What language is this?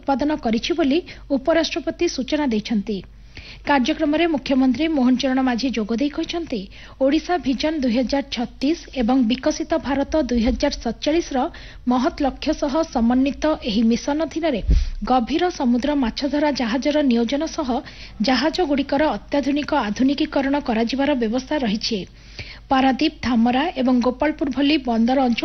Odia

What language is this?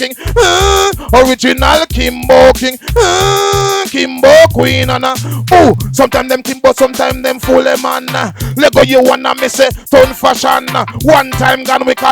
Jamaican Creole English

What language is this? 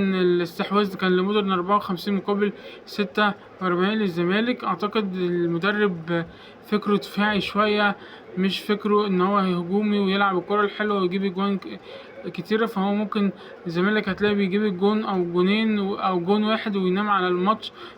Egyptian Arabic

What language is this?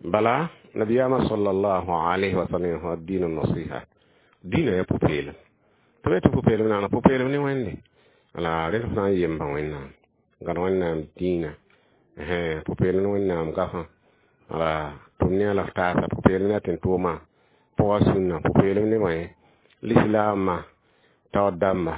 Mossi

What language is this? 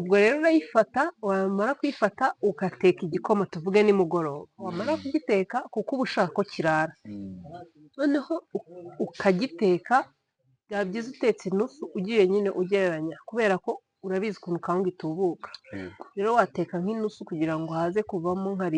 Kinyarwanda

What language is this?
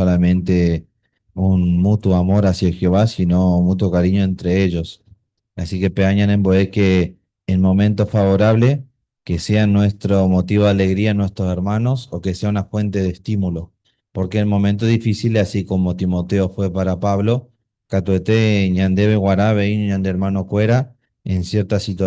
Guarani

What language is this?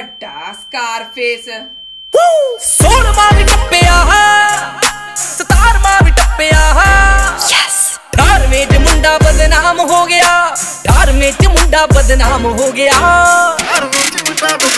Punjabi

